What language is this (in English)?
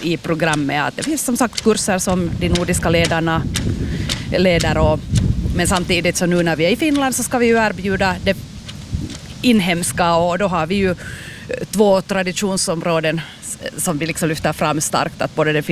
Swedish